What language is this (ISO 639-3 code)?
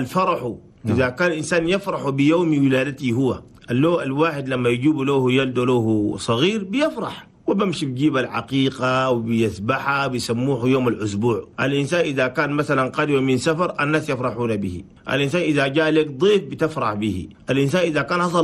shu